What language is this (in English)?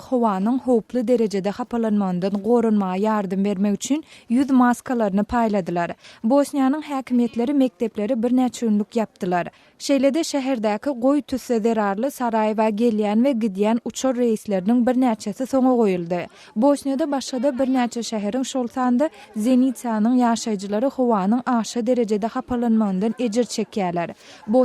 Turkmen